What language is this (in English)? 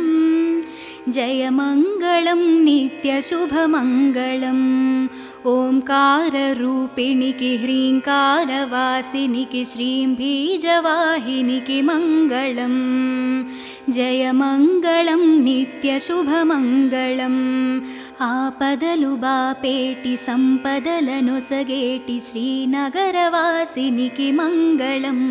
Telugu